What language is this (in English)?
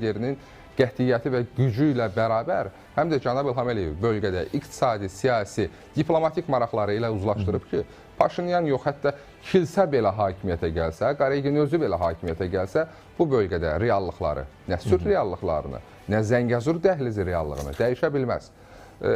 Azerbaijani